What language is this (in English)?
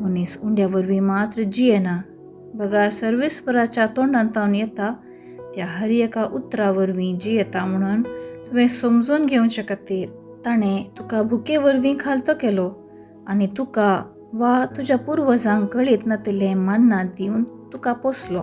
Konkani